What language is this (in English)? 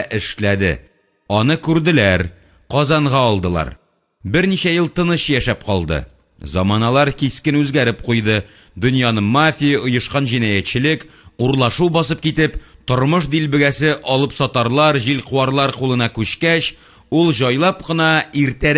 Tatar